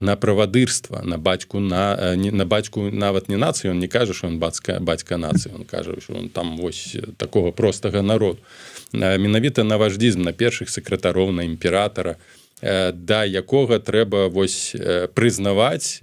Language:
Belarusian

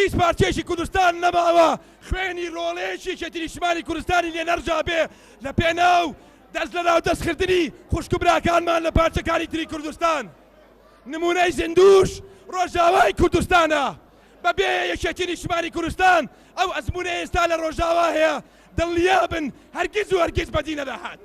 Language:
Central Kurdish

